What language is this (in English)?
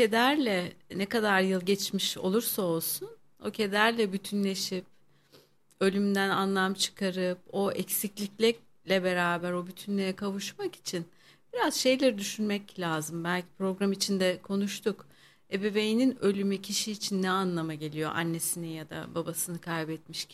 Turkish